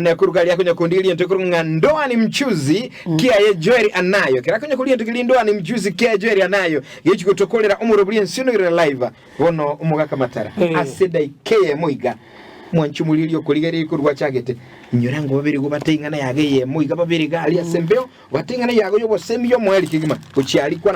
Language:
Gusii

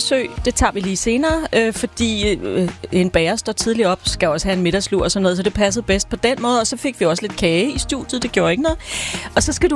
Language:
Danish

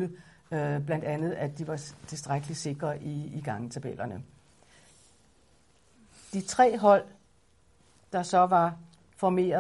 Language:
Danish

